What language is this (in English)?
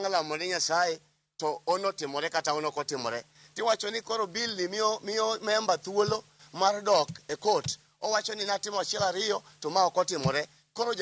Luo (Kenya and Tanzania)